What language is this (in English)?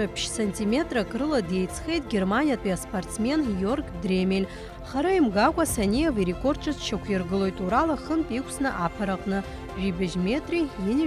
Abkhazian